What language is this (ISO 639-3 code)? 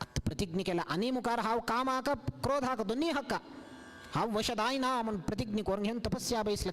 kok